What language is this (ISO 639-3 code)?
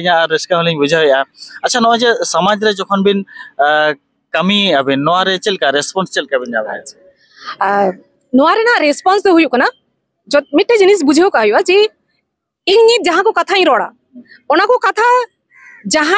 sat